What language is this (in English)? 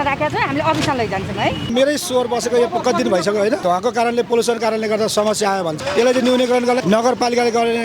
Nepali